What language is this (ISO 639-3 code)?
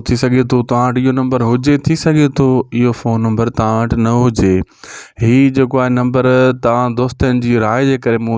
snd